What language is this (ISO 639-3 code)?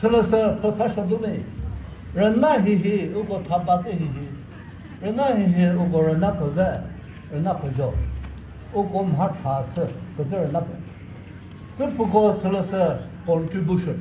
nri